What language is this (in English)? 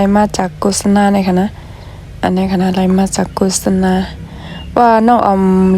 Shan